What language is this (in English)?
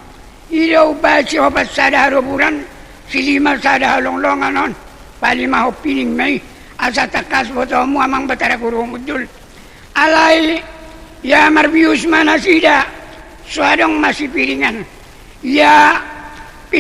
Batak Toba